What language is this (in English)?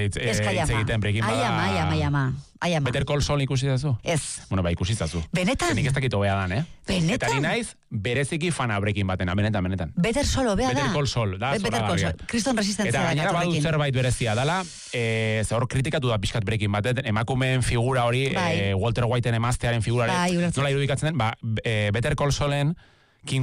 Basque